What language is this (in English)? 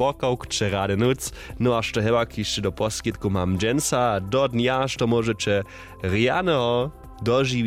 Upper Sorbian